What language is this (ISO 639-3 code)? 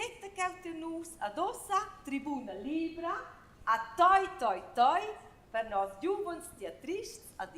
roh